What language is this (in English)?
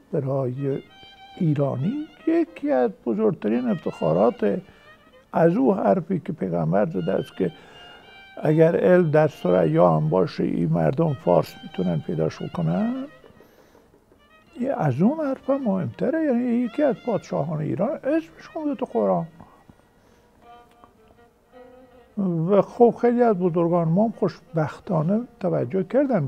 Persian